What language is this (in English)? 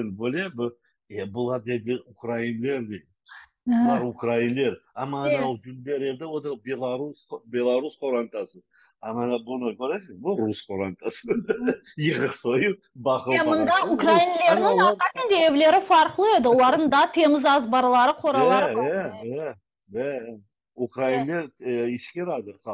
Crimean Tatar